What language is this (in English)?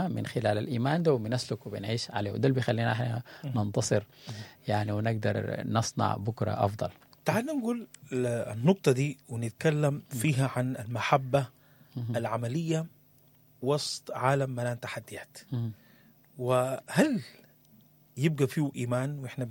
Sudanese Arabic